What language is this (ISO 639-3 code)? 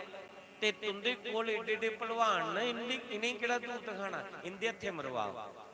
doi